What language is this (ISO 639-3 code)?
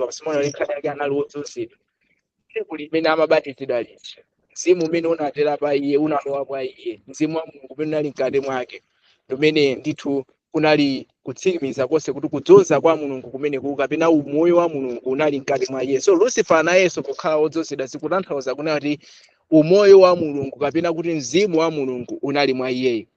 nya